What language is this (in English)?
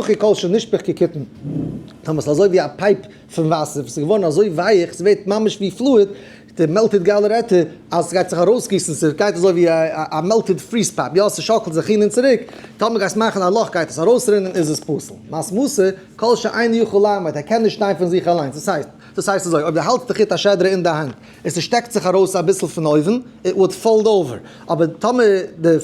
Yiddish